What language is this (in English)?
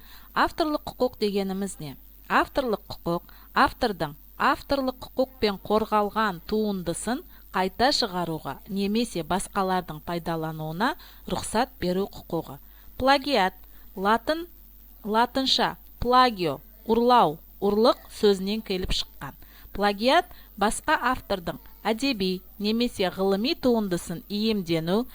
Kazakh